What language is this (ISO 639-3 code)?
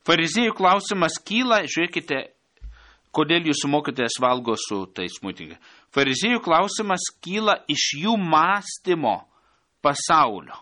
lit